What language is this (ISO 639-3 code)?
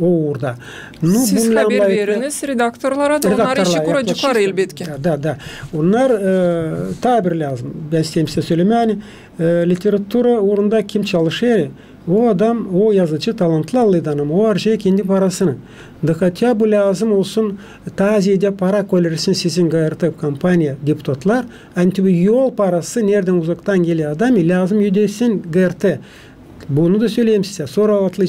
gag